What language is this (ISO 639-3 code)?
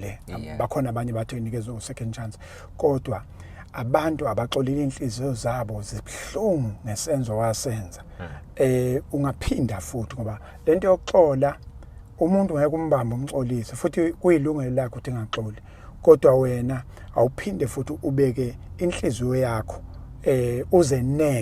zul